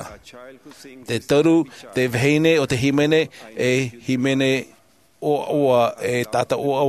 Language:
Tahitian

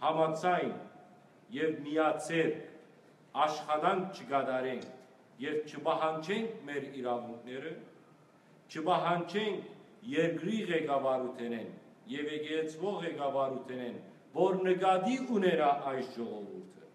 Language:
Western Armenian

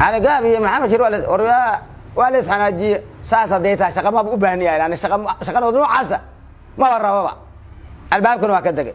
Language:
Somali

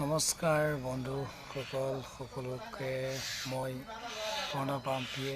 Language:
Assamese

